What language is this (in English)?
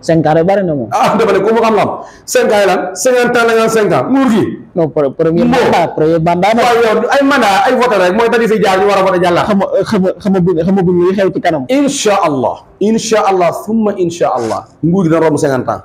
Wolof